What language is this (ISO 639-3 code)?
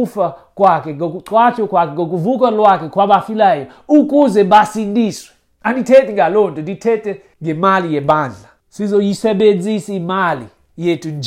xho